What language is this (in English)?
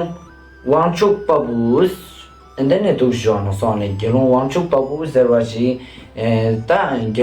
Ladakhi